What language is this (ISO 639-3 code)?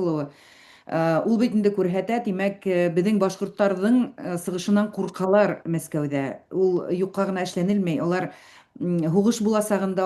bak